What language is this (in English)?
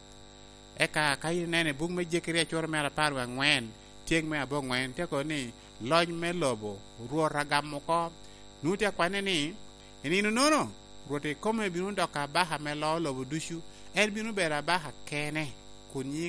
Lango (Uganda)